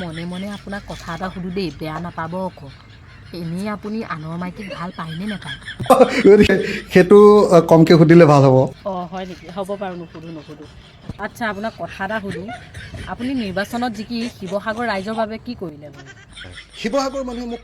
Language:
Assamese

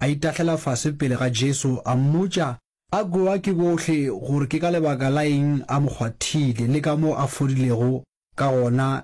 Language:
Northern Sotho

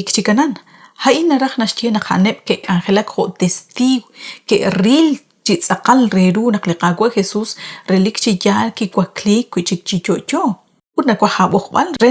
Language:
Kekchí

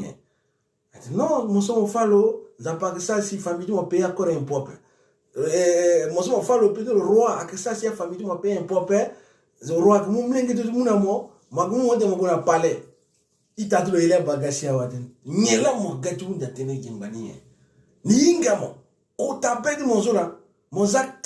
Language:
Sango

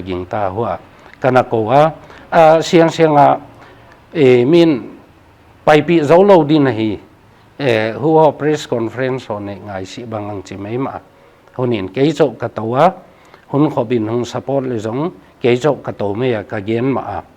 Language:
Paite Chin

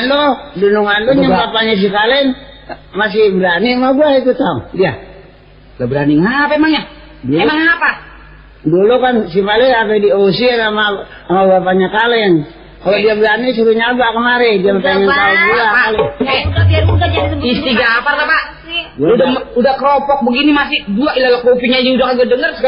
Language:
Betawi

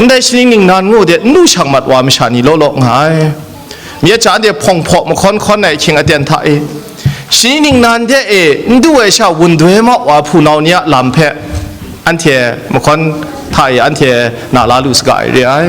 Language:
Kachin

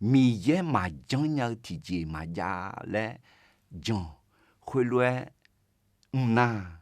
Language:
Akha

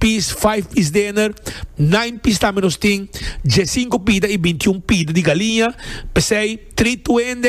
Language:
Papiamento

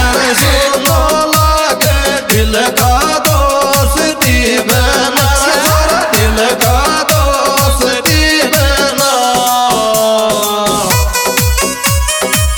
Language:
Hindi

